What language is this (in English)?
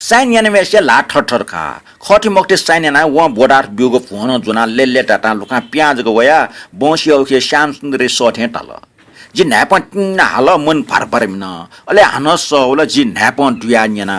Newari